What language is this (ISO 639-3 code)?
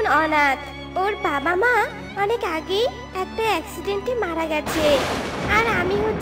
ben